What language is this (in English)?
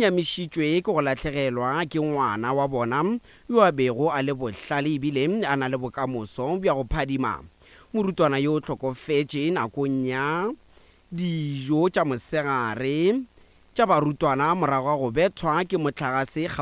Northern Sotho